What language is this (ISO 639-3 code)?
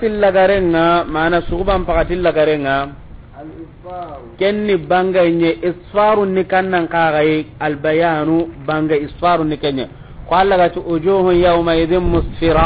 snk